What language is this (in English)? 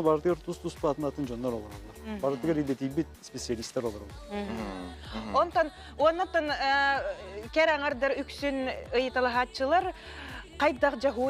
Yakut